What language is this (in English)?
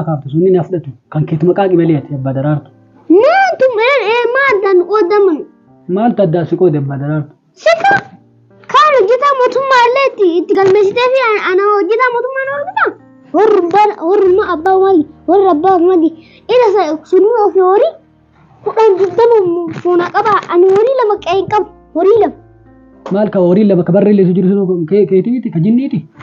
Oromo